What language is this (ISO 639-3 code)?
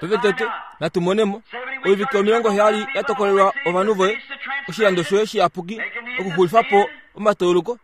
kua